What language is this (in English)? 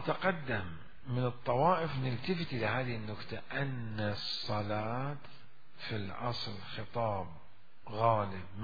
Mesopotamian Arabic